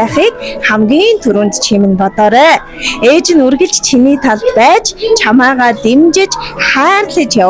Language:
Mongolian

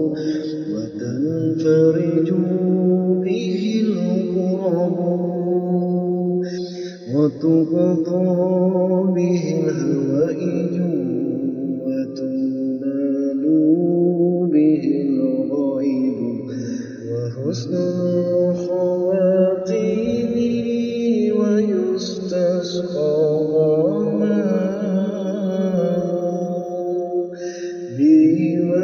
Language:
Arabic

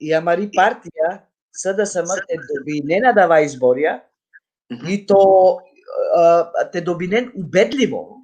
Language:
Balkan Romani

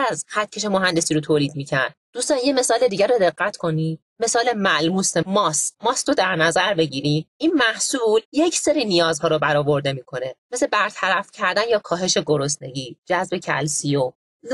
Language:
Persian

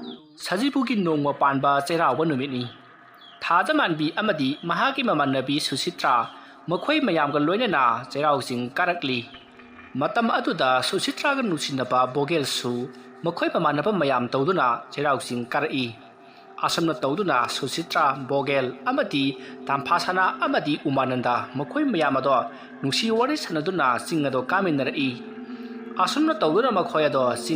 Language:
Manipuri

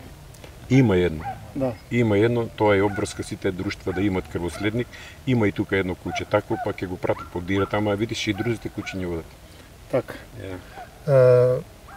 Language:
Macedonian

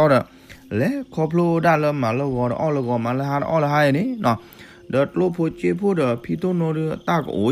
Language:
S'gaw Karen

